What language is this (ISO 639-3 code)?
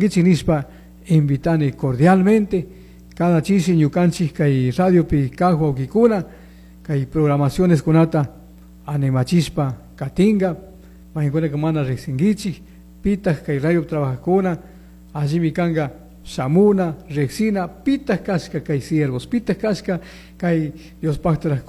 qug